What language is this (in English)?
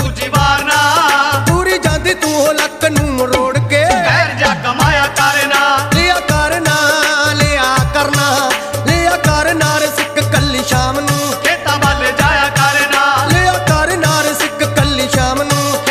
Punjabi